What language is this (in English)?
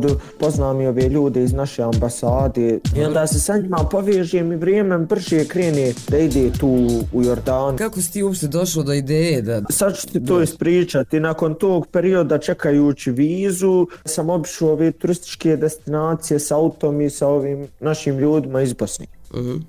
Bosnian